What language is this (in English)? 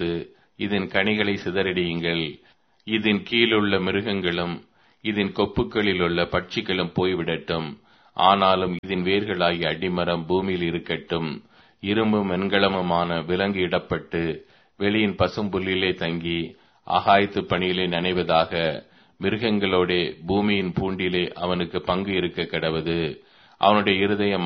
Tamil